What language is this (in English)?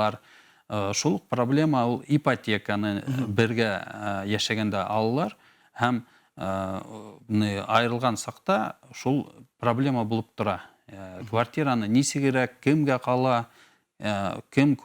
Bashkir